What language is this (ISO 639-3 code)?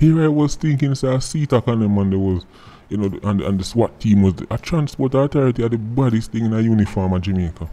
jam